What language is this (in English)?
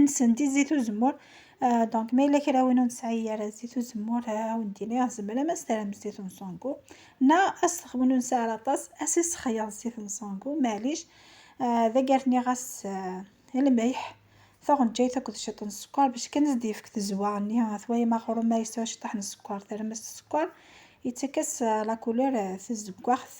Kabyle